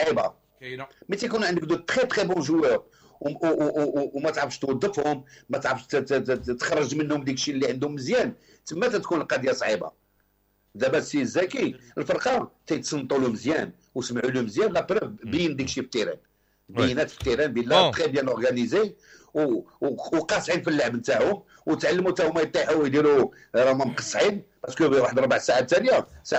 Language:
Moroccan Arabic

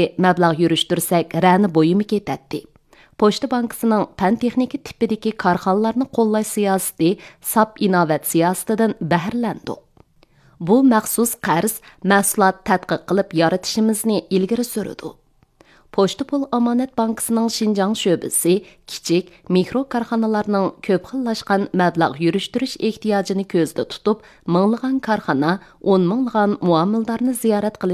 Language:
Uyghur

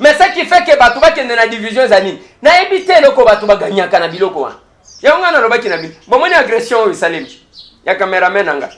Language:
Lingala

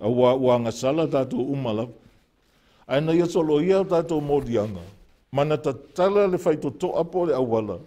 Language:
Samoan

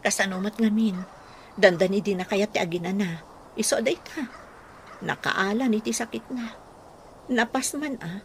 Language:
Iloko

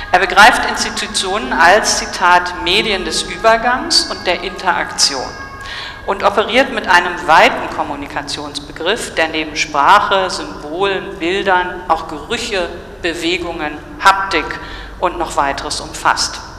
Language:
German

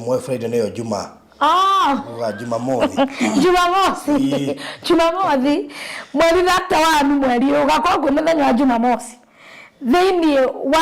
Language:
Kikuyu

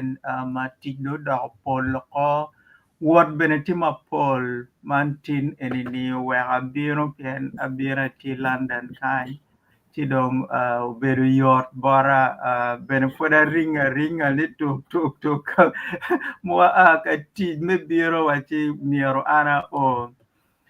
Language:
Acoli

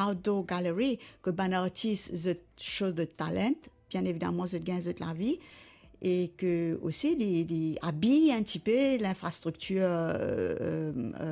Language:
Morisyen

